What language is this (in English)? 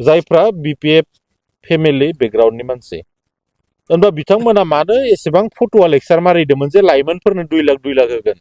Bodo